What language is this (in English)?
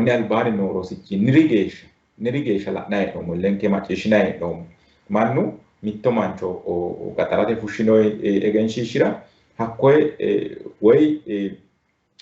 Sidamo